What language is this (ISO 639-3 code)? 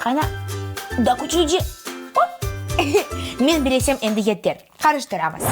crh